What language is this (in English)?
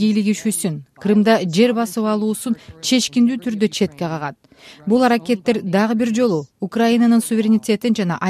Kyrgyz